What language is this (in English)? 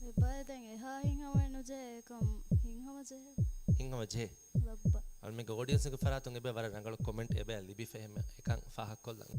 Divehi